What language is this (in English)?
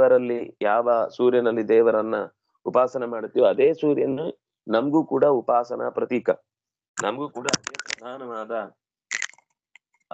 Kannada